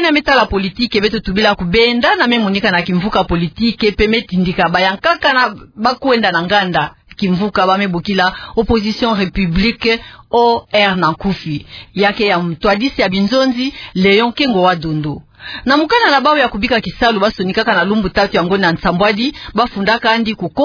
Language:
Kituba (Democratic Republic of Congo)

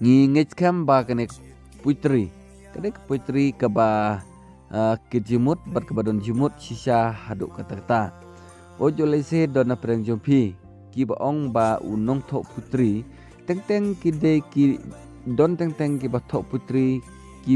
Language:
Khasi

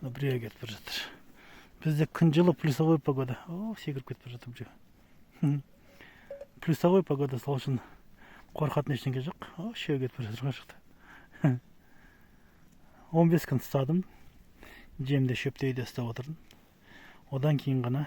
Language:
Kazakh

